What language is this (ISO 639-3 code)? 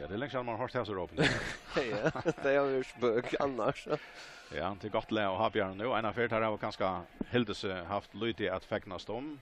fao